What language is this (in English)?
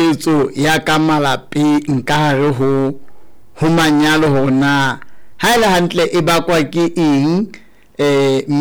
Southern Sotho